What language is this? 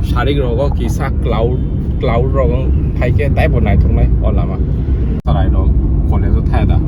Kok Borok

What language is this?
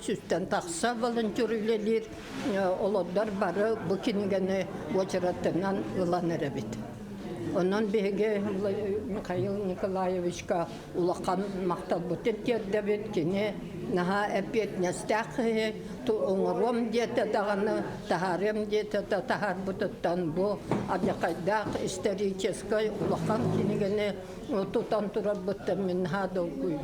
Yakut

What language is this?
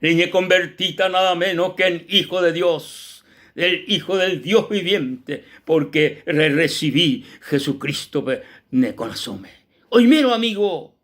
Guarani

